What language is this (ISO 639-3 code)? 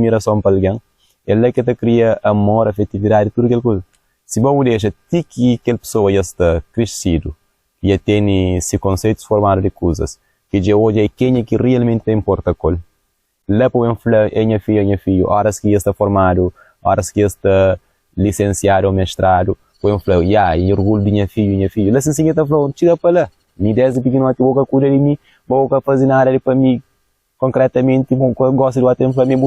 kea